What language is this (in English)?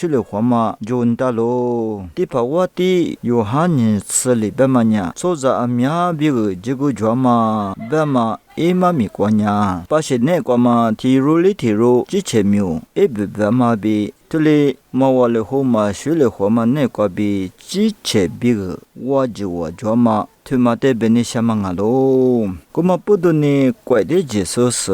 Lisu